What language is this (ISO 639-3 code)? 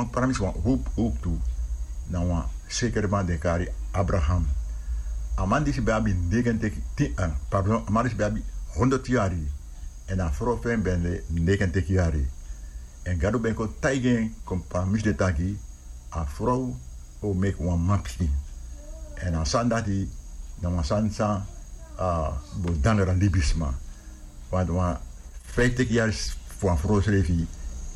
srn